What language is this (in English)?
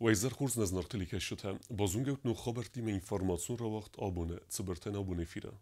Ossetic